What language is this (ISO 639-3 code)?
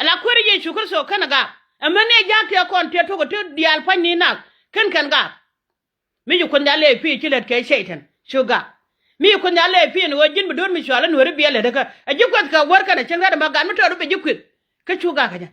nus